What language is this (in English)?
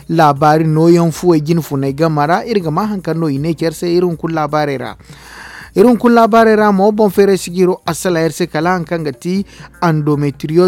Zarma